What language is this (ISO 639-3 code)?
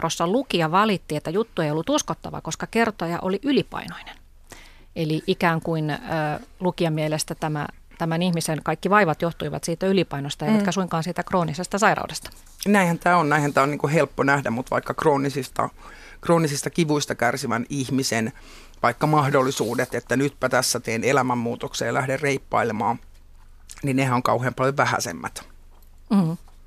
fin